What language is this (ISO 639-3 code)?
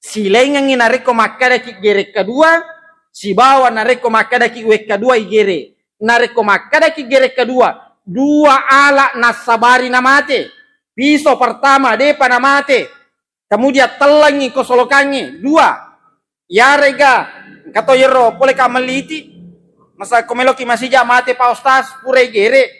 bug